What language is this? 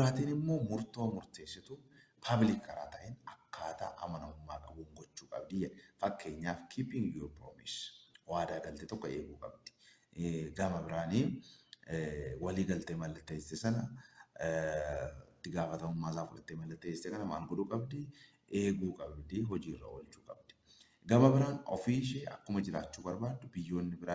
Oromo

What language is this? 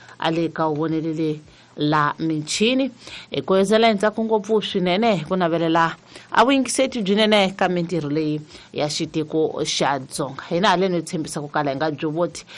Tsonga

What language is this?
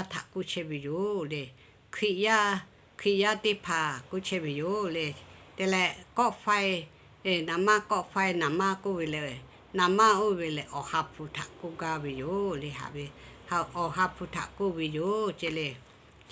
Lahu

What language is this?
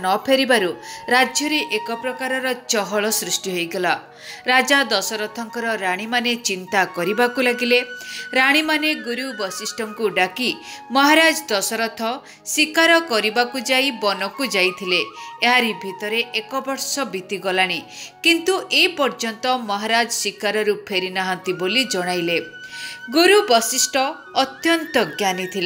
Odia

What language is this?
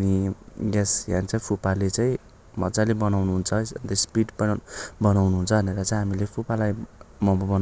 Nepali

